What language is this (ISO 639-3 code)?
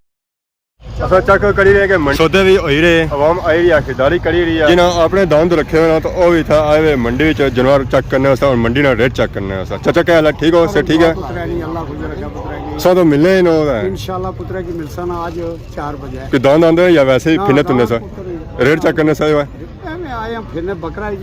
phr